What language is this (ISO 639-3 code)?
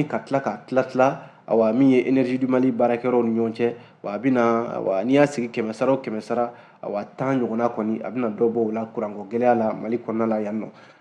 bam